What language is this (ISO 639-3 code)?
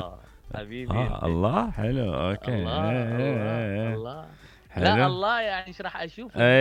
acm